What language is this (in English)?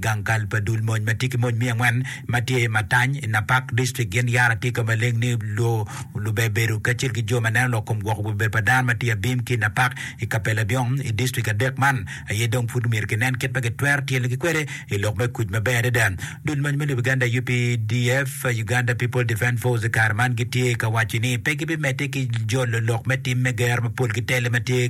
Acoli